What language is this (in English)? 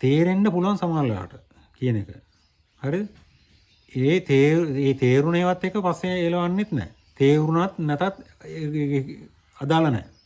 Sinhala